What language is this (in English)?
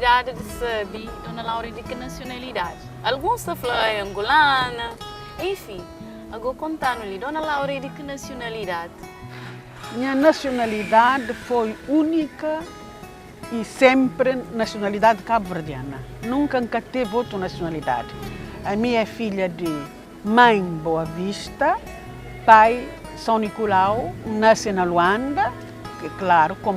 Kabuverdianu